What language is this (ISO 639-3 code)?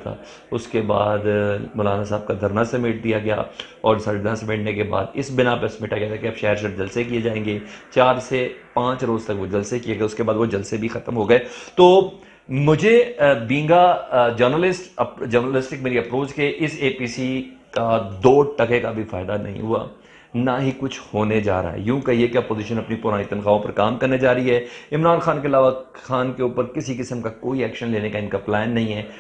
urd